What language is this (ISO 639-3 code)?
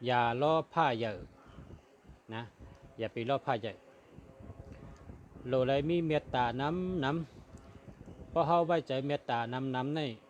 shn